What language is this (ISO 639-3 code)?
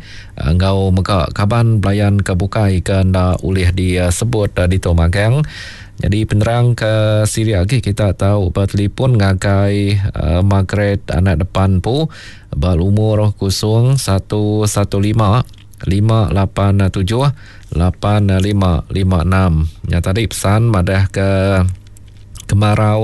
iba